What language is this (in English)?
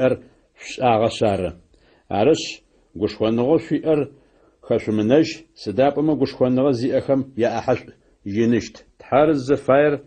Adyghe